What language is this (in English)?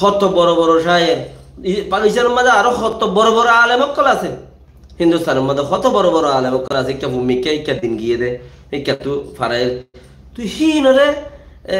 Rohingya